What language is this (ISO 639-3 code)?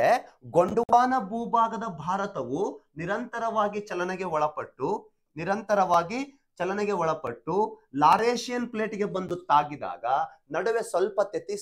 kan